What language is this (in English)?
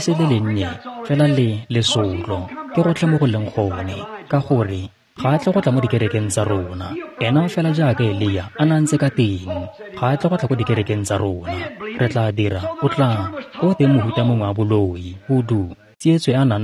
Tswana